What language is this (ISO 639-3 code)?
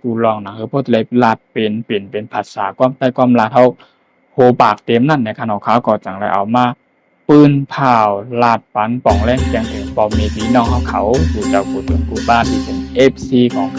shn